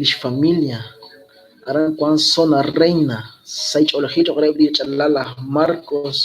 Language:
Kekchí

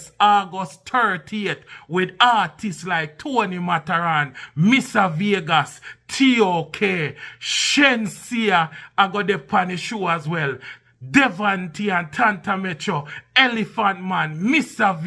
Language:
Jamaican Creole English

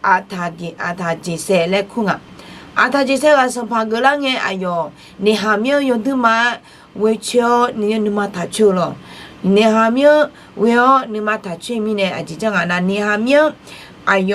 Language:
Akha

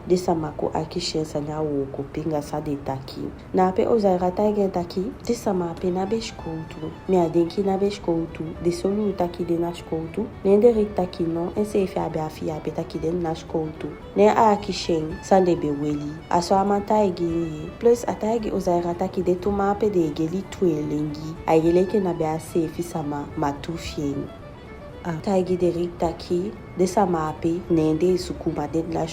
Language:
Eastern Maroon Creole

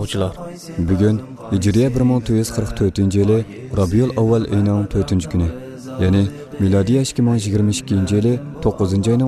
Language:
Uyghur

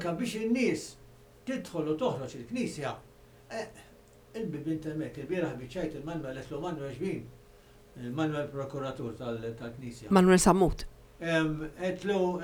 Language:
Maltese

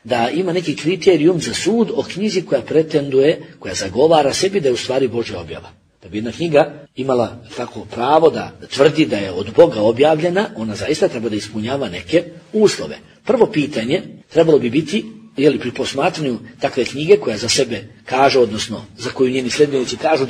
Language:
Bosnian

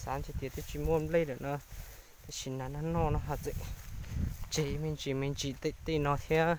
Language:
Hmong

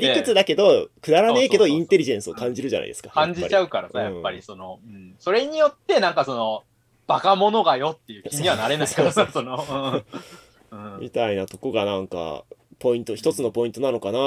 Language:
Japanese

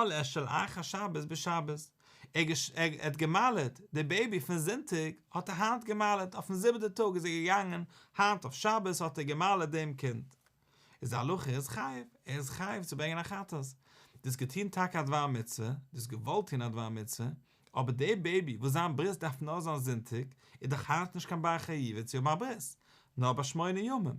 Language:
Yiddish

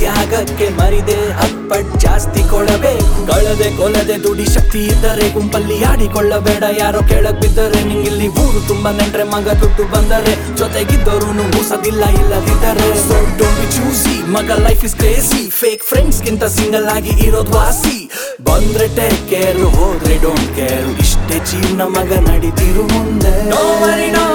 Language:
Kannada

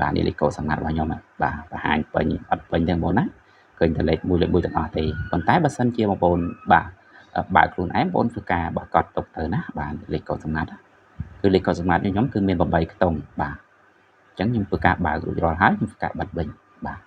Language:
Khmer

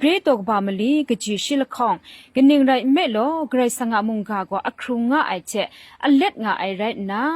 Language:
Kachin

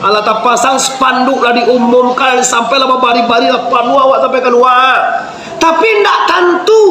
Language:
Minangkabau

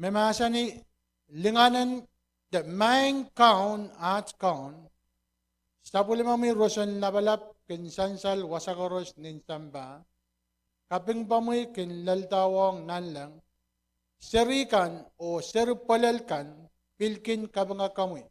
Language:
Pohnpeian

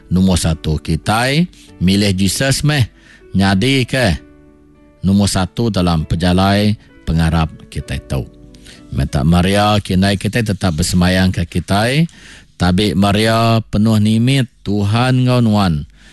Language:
Iban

